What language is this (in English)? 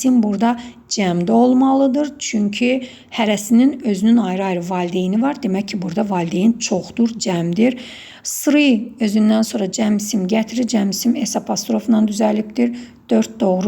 Azerbaijani